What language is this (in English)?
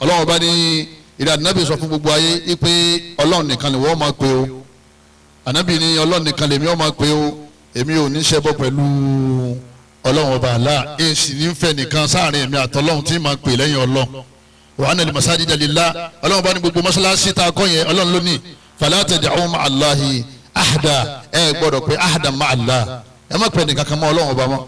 Yoruba